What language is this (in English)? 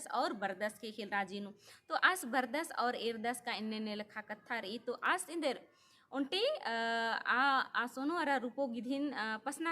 Kurukh